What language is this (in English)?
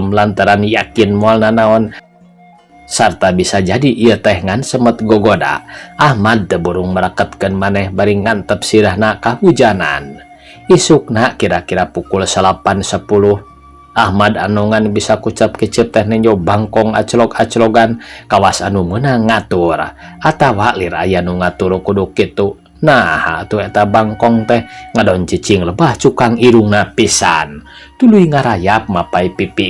Sundanese